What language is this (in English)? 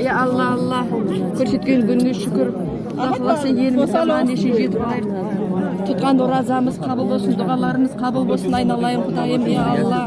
Kazakh